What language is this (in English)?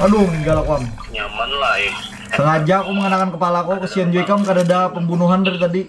Banjar